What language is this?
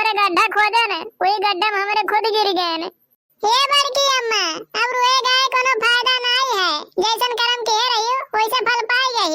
Awadhi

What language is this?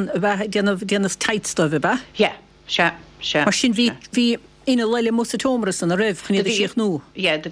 Irish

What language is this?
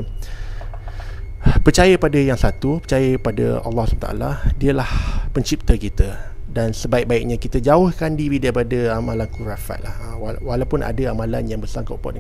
Malay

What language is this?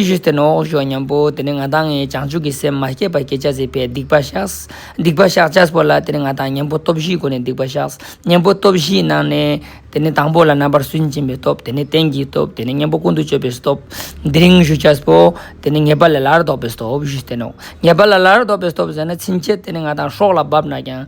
Ladakhi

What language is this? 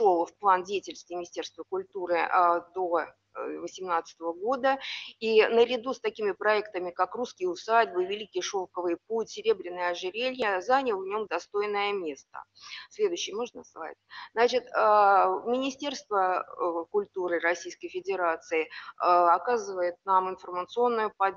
Russian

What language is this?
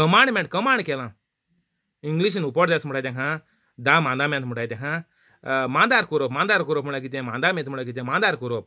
Konkani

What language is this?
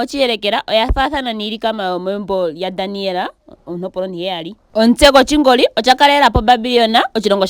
Ndonga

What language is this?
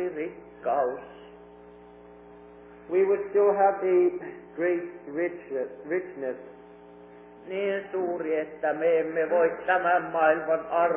Finnish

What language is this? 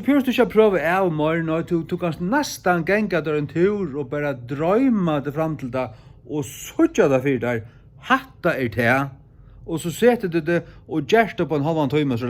Faroese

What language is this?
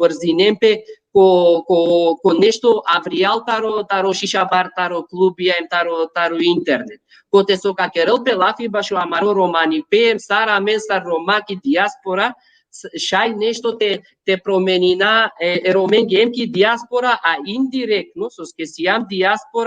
Balkan Romani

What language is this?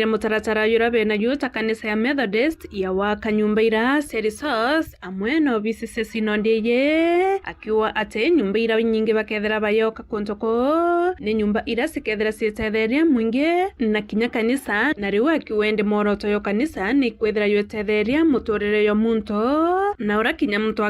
Meru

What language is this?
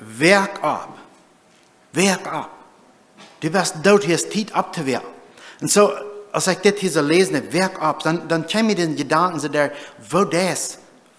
Plautdietsch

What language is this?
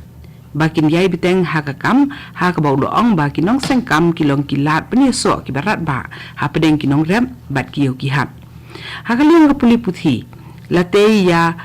Khasi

